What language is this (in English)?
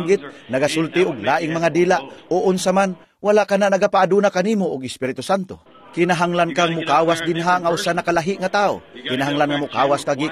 Cebuano